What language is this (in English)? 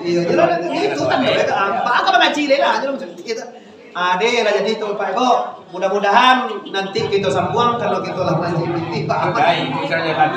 Minangkabau